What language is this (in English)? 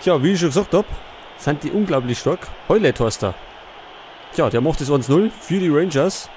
Bavarian